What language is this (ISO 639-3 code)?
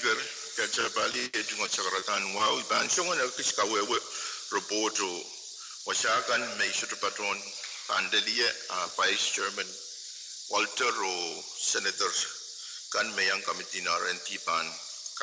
pon